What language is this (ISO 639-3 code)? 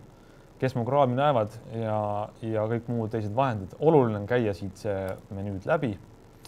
est